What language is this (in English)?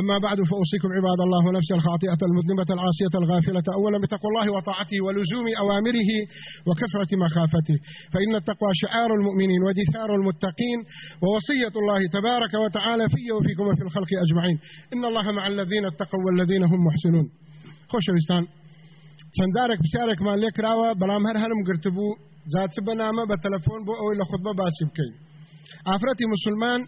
Central Kurdish